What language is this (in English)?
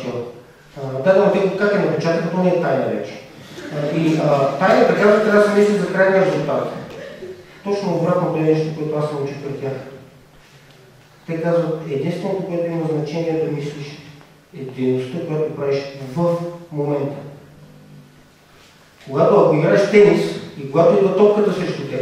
Bulgarian